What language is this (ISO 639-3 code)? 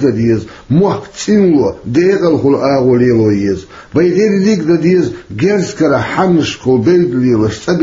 che